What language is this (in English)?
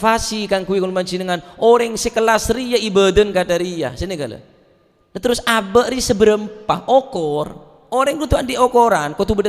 Madurese